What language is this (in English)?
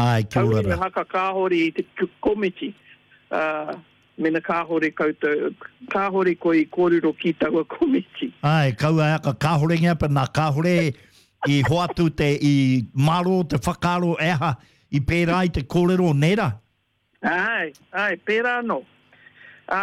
Māori